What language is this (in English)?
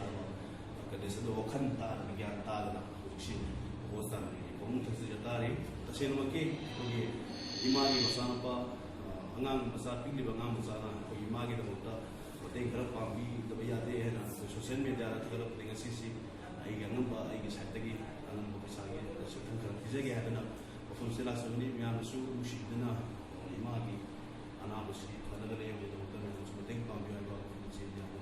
Manipuri